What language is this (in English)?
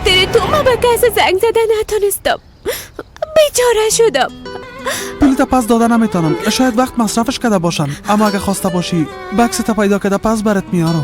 Persian